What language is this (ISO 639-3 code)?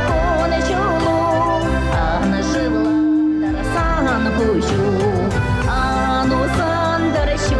chv